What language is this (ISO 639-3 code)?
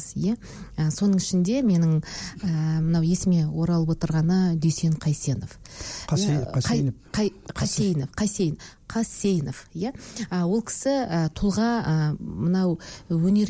kaz